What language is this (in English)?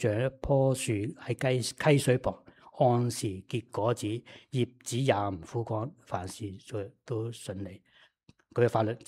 Cantonese